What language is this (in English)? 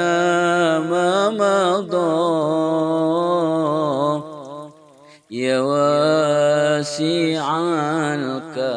Arabic